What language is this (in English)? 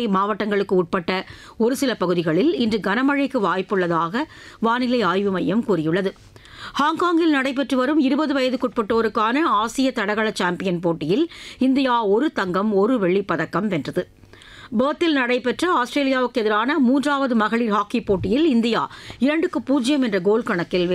Tamil